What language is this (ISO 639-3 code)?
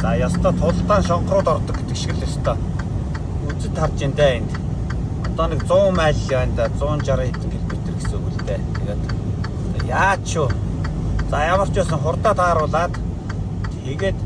mon